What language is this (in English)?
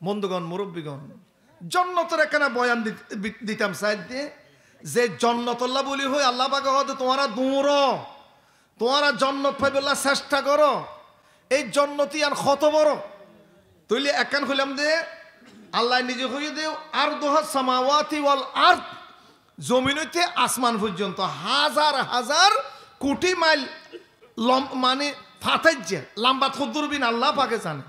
Rohingya